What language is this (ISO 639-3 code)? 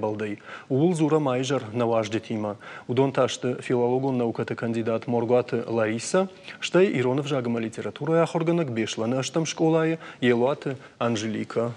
oss